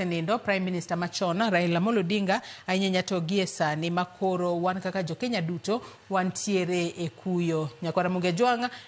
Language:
Luo (Kenya and Tanzania)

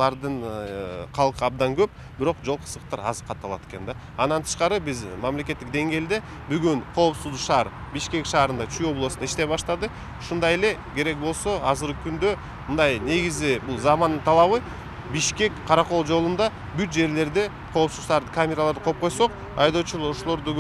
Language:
Kyrgyz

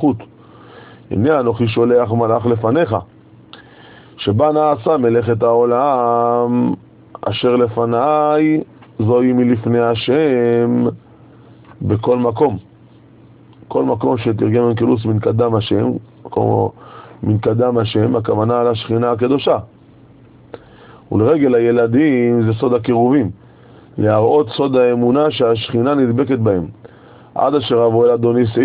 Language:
Hebrew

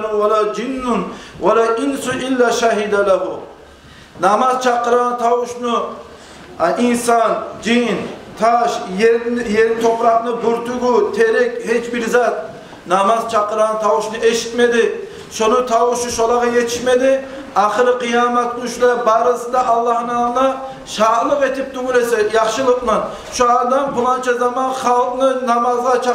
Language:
Kumyk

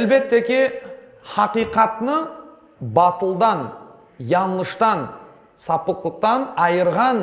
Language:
Crimean Tatar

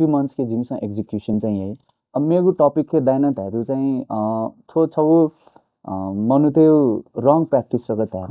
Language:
Newari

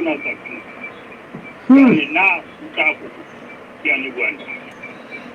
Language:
Southern Sotho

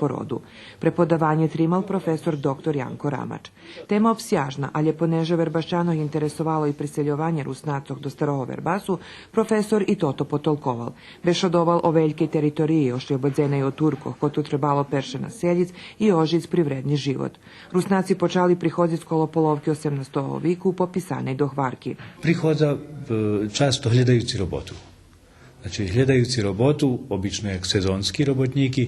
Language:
Rusyn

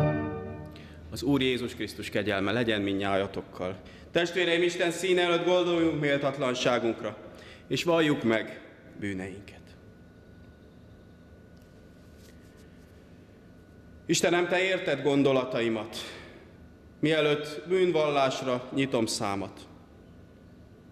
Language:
Hungarian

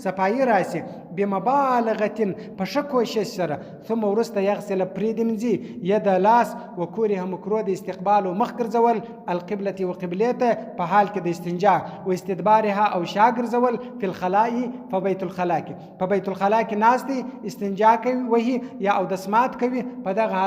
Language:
Pashto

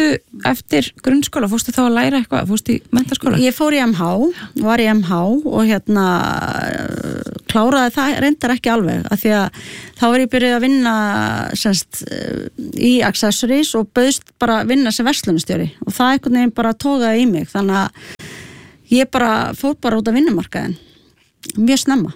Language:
Icelandic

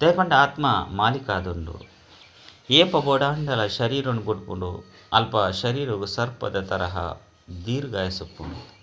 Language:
Tulu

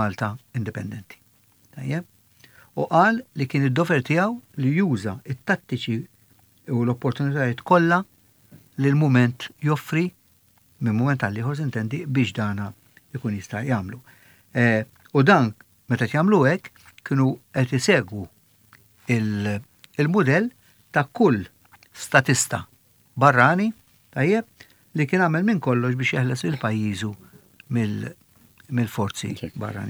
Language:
Maltese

